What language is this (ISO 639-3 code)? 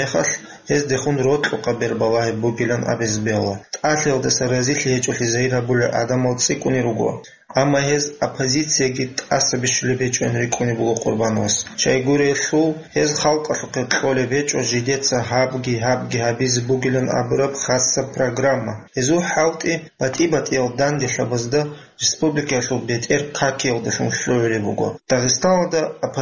ava